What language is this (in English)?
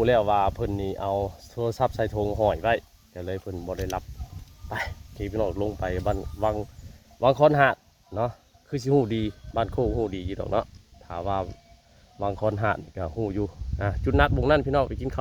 Northeastern Thai